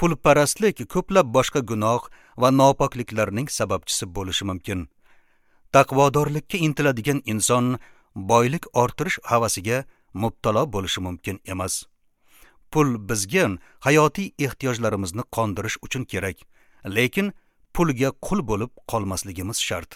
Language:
Uzbek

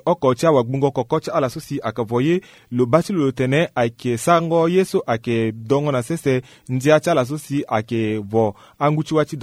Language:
Sango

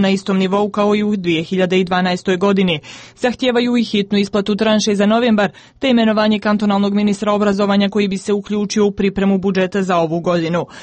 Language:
Croatian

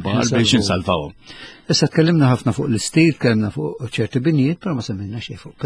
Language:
Maltese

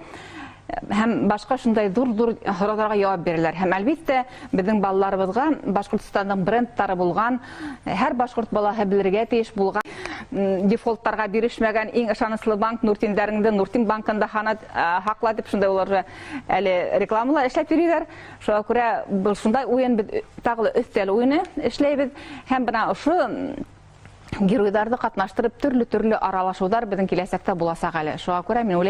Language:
Bashkir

